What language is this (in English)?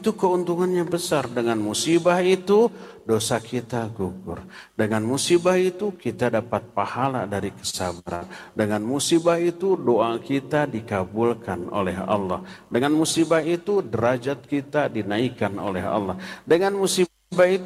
Indonesian